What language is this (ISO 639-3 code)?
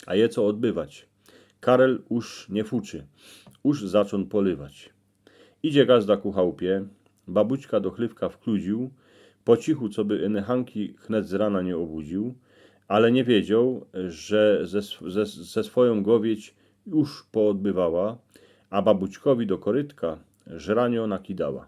szl